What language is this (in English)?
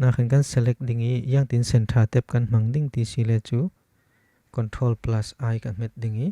Falam Chin